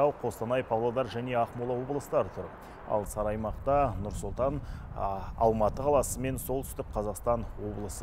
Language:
Kazakh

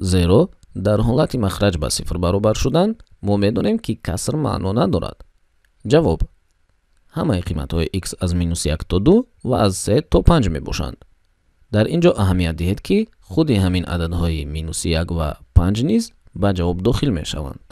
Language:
Tajik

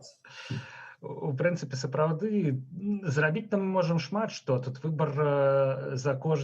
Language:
Belarusian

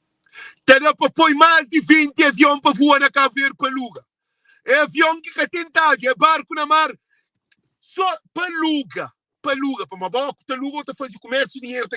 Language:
Kabuverdianu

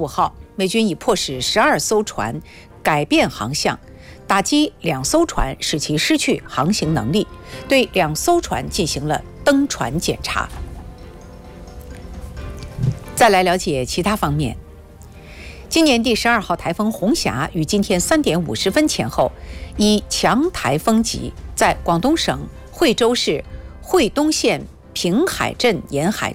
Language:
Chinese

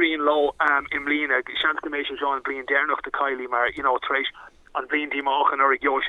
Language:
Irish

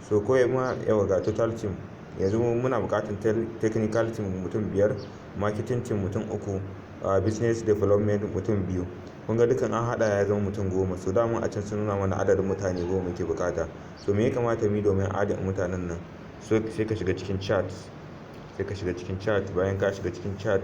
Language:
Hausa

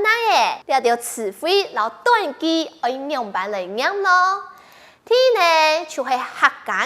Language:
Hakka Chinese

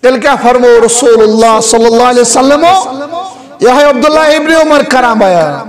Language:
Kashmiri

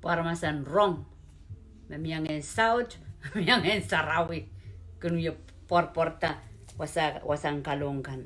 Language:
Pohnpeian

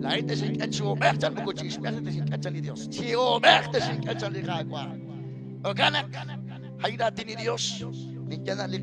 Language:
Kekchí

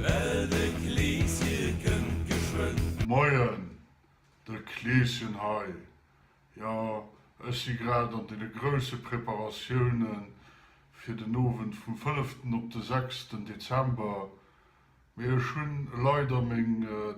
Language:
Luxembourgish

